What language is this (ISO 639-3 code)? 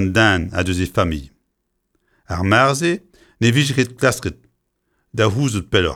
bre